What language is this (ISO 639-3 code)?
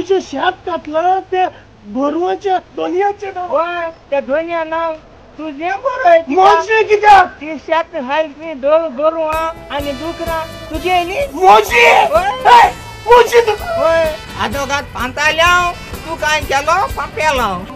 kok